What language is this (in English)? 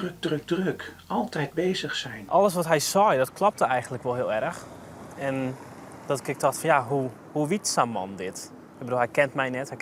Western Frisian